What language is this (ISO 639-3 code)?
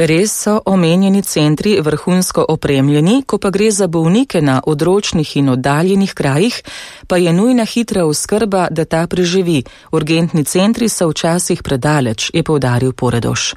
slv